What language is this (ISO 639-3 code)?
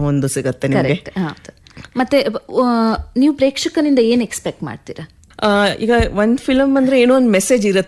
kan